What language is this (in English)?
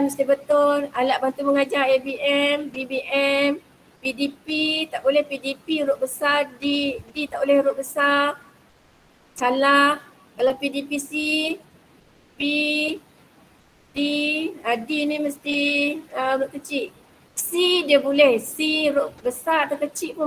Malay